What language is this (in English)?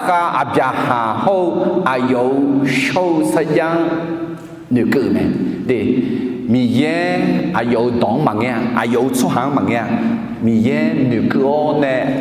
Akha